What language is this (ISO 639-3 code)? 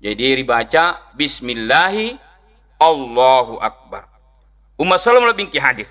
bug